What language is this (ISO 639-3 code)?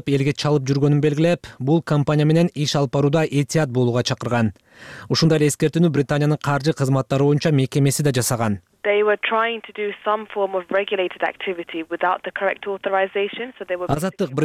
kir